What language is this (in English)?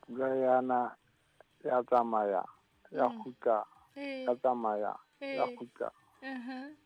Southern Sotho